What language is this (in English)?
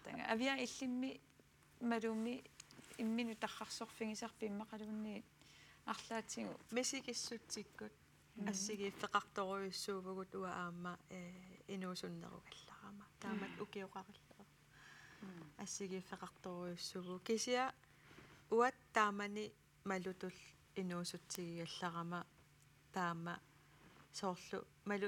Kalaallisut